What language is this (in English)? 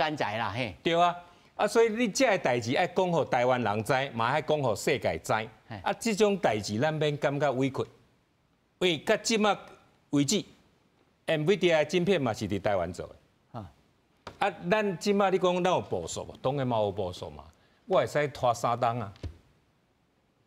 Min Nan Chinese